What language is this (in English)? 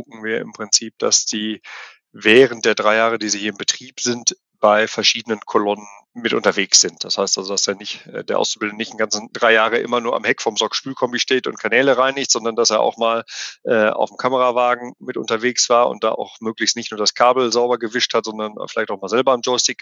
German